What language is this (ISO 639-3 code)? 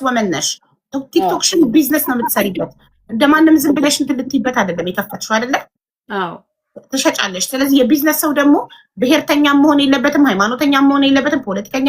amh